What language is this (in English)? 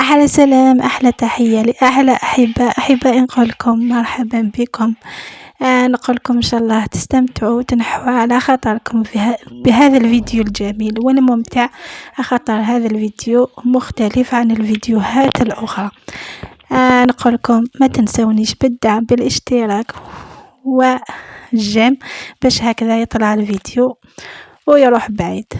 Algerian Arabic